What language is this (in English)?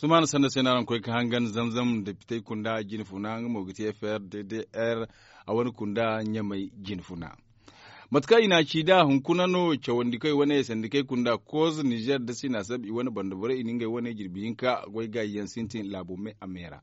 Zarma